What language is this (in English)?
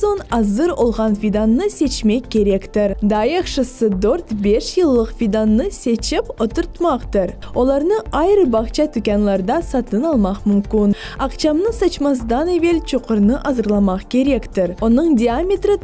Crimean Tatar